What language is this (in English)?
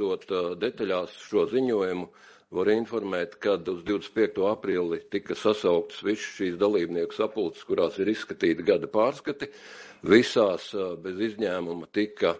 Latvian